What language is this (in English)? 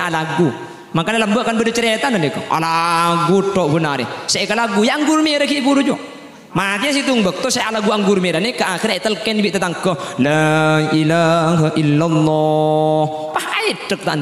Madurese